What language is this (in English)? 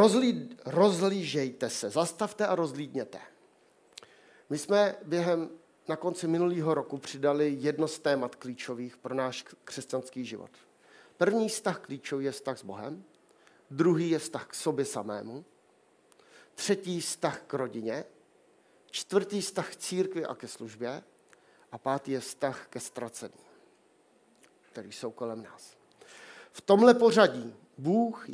Czech